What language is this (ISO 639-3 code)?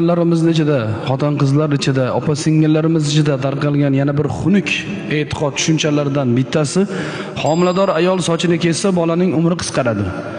uzb